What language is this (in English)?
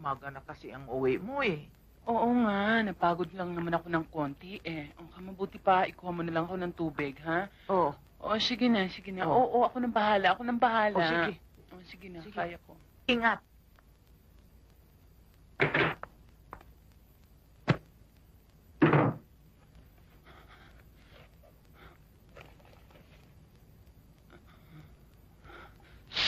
Filipino